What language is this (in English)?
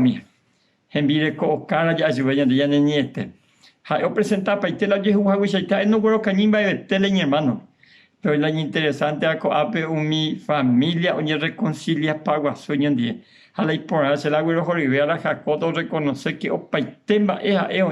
Guarani